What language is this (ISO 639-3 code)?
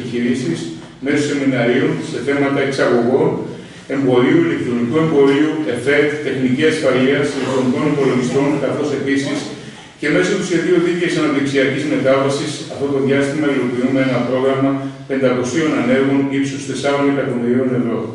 ell